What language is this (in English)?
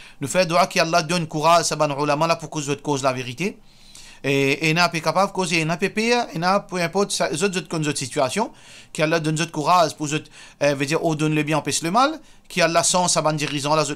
Morisyen